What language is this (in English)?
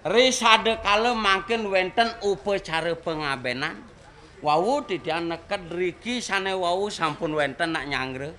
Balinese